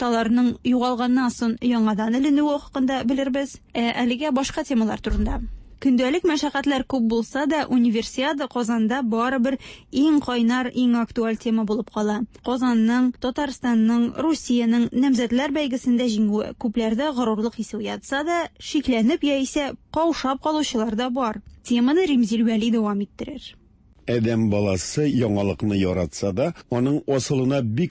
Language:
Tatar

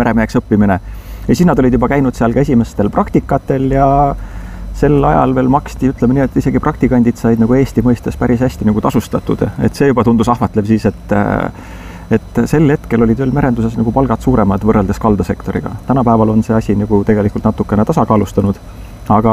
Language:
Estonian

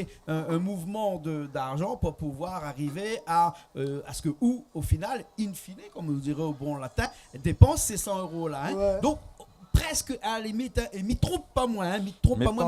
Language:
Réunion Creole French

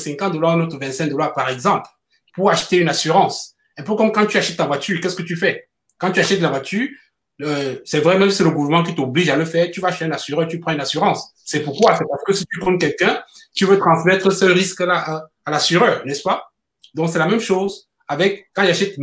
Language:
French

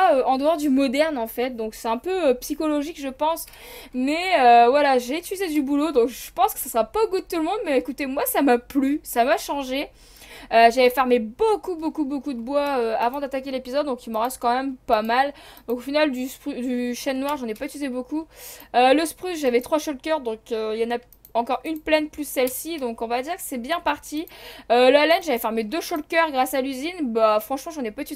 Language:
French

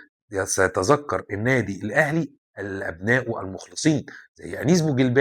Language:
Egyptian Arabic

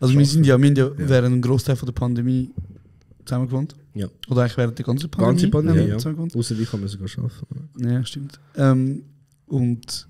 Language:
Swiss German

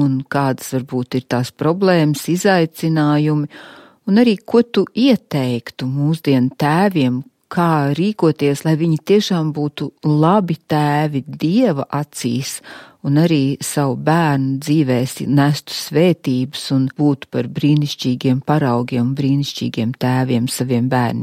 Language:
Latvian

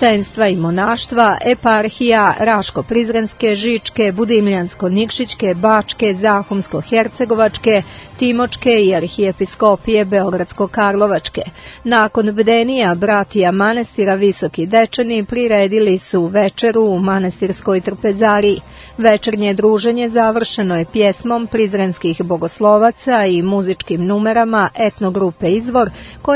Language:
Serbian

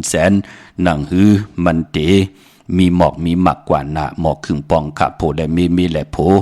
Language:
Shan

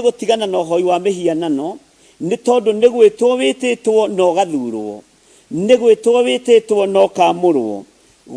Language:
Kikuyu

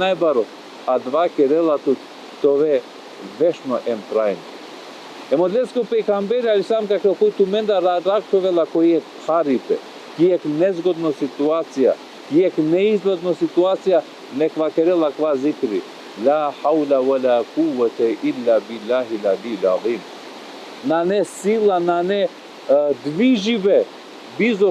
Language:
Balkan Romani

